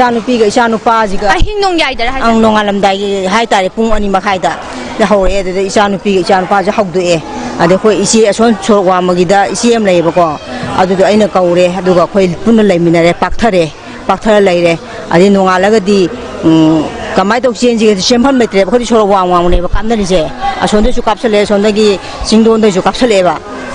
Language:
Manipuri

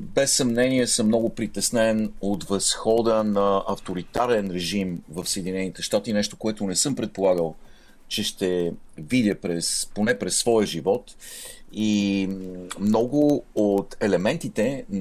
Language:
Bulgarian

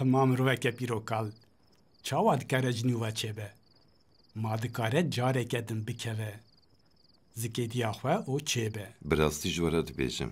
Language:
Kurdish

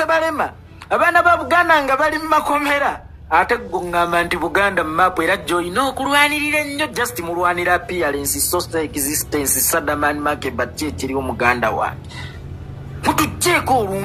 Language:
Ganda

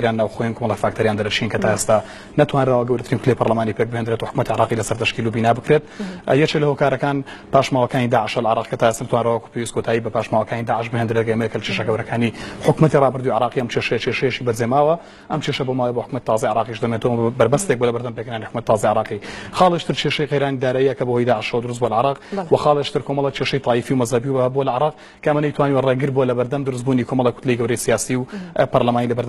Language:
Central Kurdish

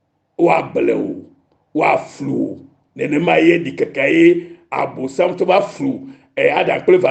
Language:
Ewe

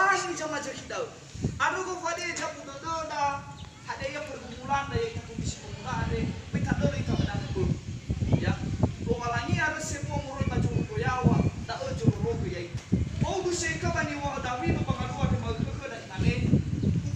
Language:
Nias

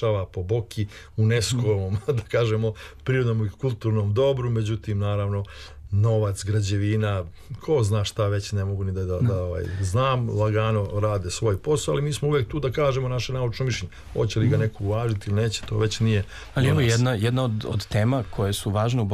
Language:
Serbian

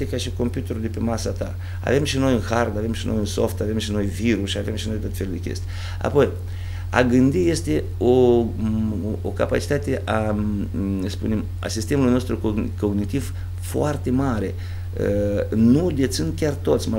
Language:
Romanian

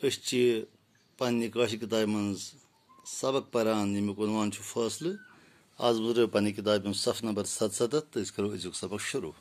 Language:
Kashmiri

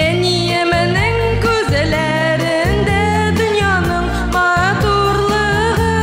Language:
Tatar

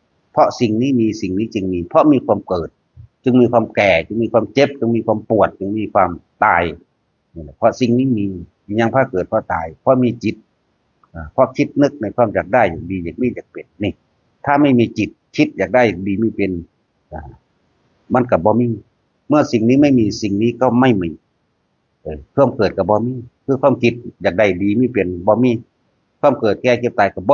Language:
Northeastern Thai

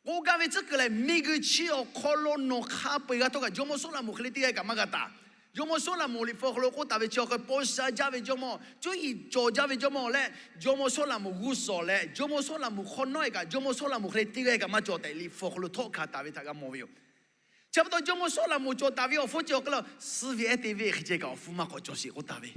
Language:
Lahu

